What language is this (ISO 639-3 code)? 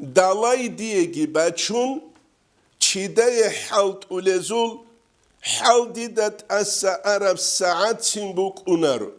ava